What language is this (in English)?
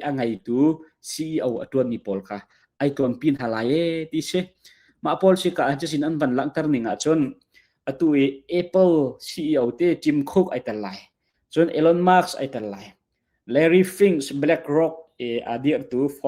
Hakha Chin